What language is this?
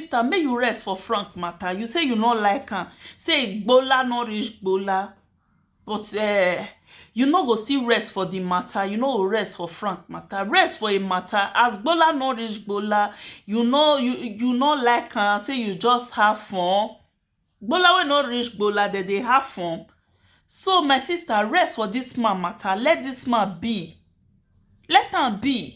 Nigerian Pidgin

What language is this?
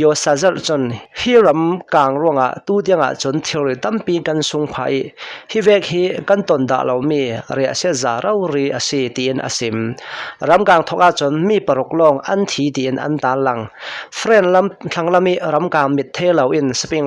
Hakha Chin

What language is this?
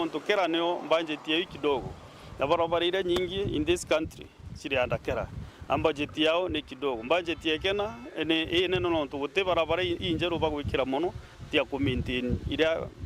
Meru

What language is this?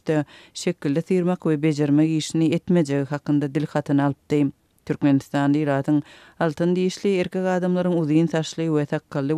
Turkmen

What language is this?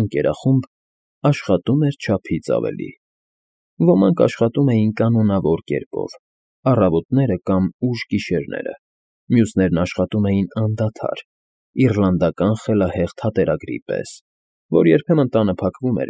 Armenian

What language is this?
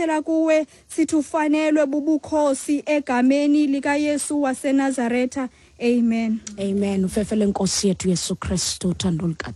Xhosa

